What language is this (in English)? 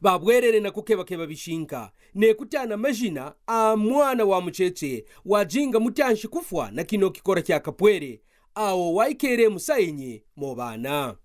Kaonde